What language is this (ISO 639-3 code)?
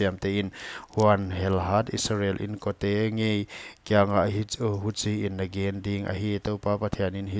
pck